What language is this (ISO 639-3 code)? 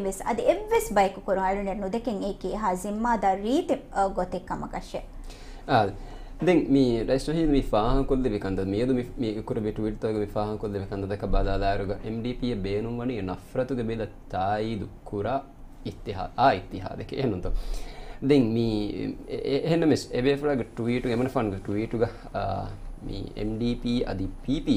div